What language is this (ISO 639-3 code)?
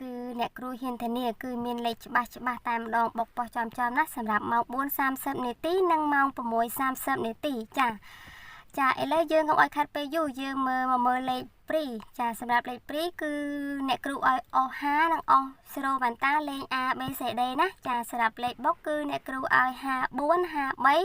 khm